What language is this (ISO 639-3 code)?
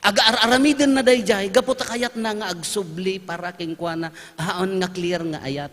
ilo